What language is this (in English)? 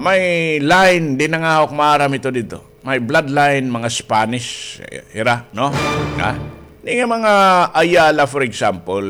Waray